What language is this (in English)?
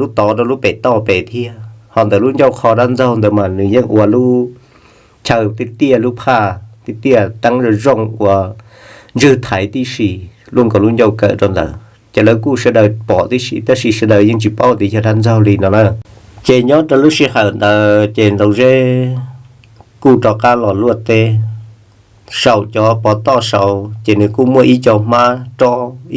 Hmong